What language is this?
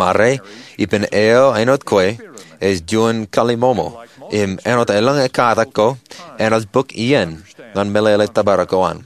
Marshallese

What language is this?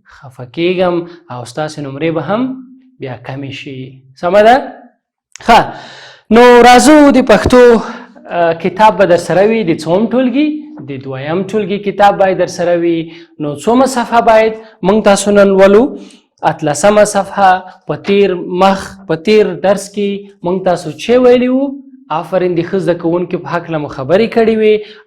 Pashto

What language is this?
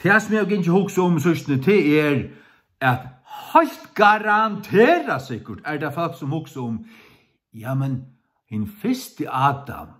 Faroese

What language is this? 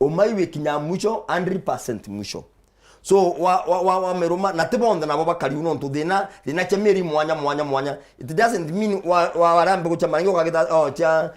Meru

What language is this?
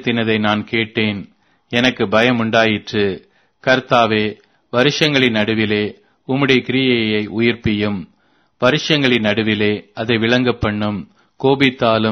Tamil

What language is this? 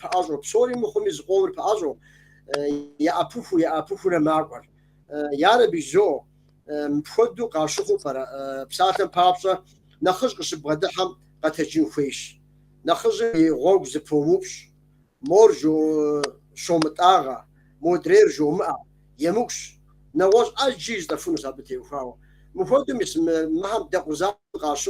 Kabardian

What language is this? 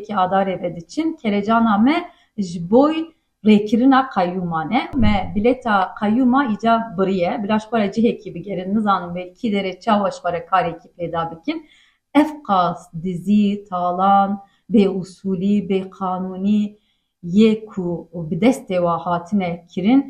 Kurdish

